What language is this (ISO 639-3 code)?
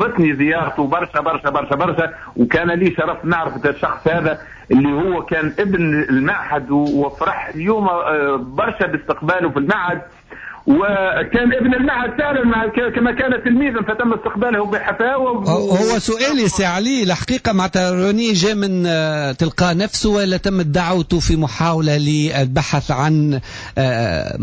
aeb